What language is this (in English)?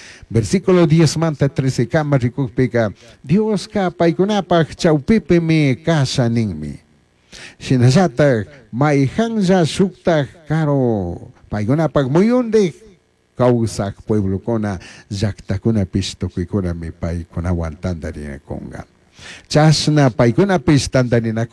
Chimborazo Highland Quichua